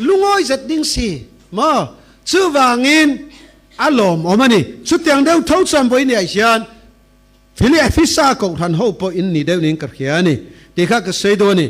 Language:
Falam Chin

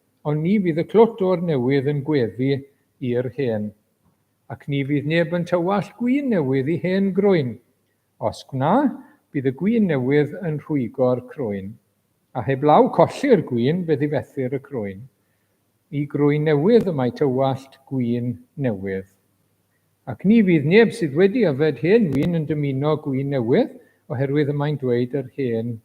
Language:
Welsh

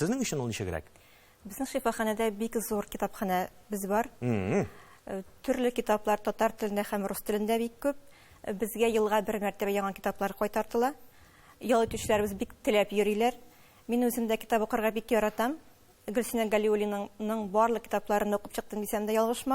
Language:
Tatar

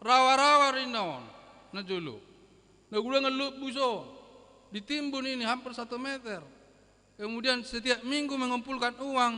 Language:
Batak Toba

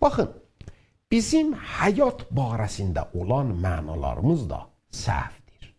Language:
South Azerbaijani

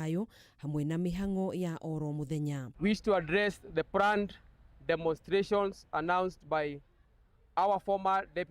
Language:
Kikuyu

